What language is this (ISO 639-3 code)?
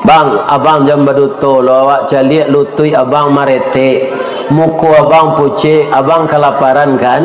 min